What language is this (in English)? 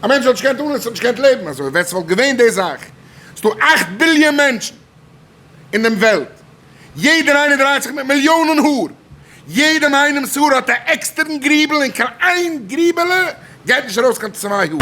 Yiddish